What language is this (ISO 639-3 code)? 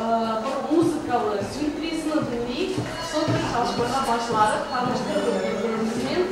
crh